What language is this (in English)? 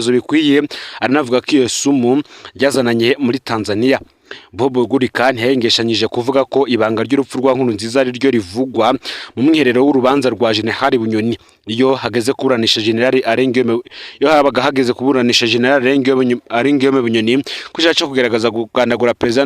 Rundi